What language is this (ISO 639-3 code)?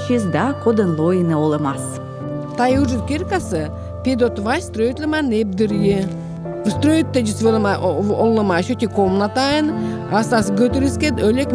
kom